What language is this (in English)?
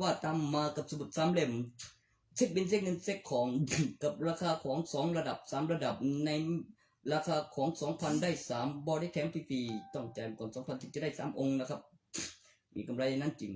Northeastern Thai